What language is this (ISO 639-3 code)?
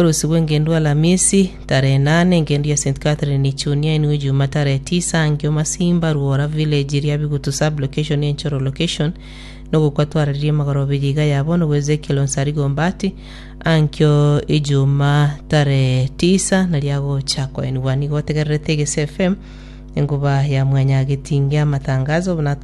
guz